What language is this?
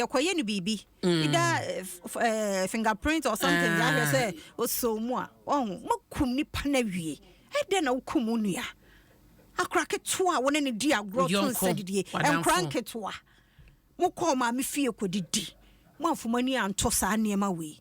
Akan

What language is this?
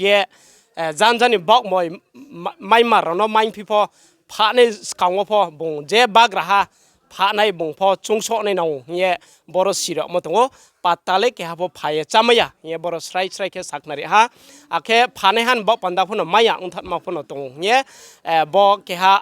Riang (India)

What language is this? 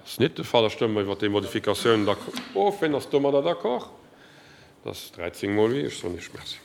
Luxembourgish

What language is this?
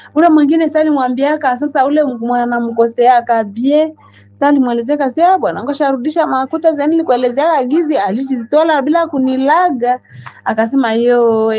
Swahili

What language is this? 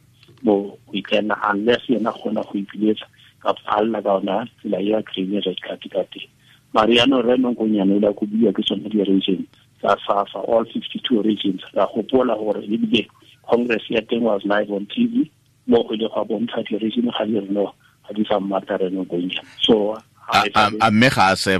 Tswana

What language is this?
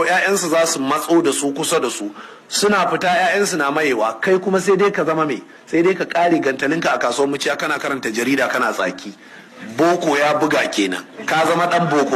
Hausa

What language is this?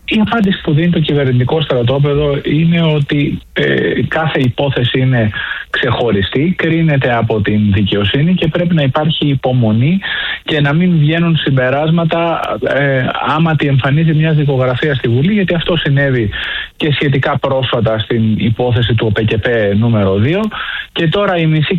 Greek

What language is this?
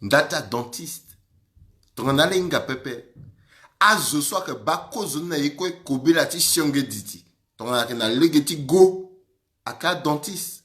Sango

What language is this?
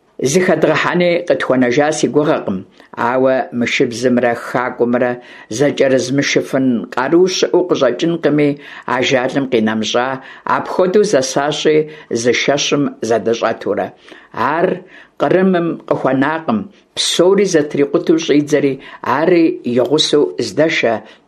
Kabardian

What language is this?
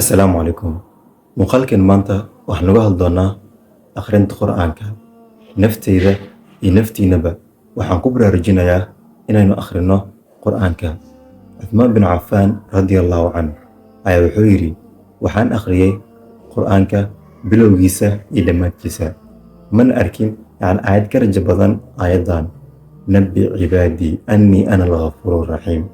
Somali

